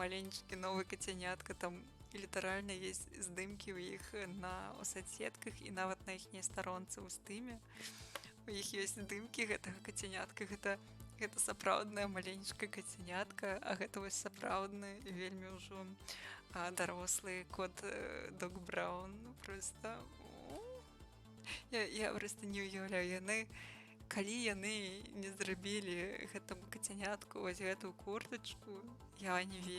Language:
Belarusian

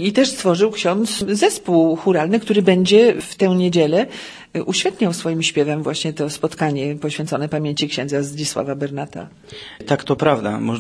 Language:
Polish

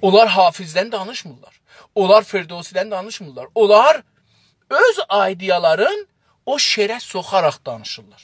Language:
South Azerbaijani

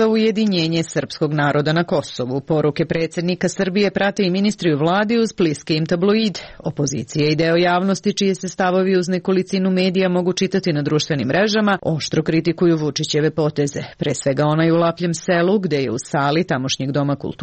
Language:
Serbian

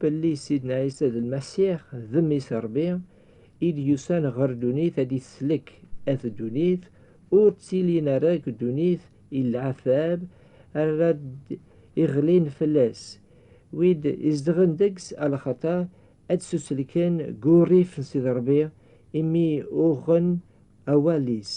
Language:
Kabyle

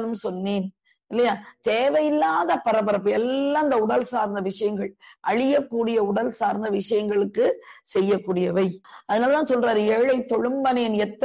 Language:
Tamil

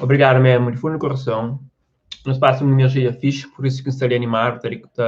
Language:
Kabuverdianu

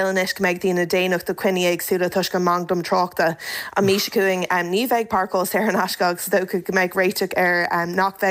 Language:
Irish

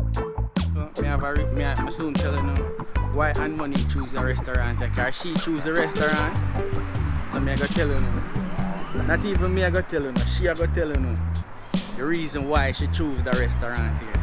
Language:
Jamaican Creole English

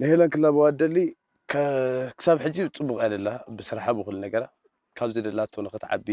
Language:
Tigrinya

